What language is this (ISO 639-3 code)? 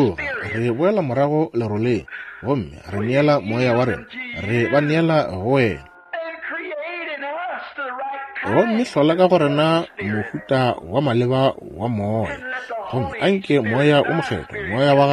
nso